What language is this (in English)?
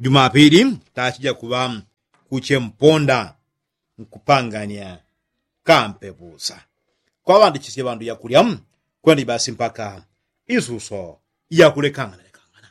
Yao